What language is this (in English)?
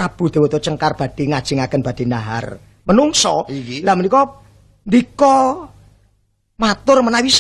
Javanese